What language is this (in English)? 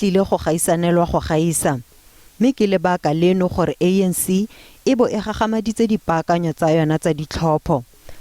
Tswana